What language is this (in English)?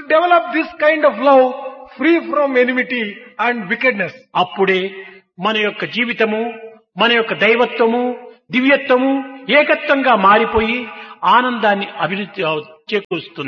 Telugu